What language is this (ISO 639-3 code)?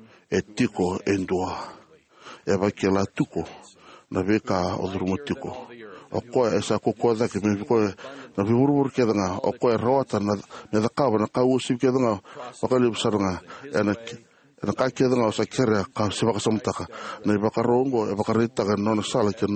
fij